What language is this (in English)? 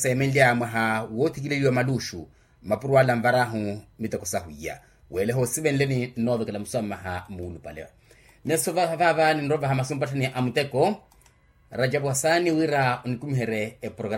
Makhuwa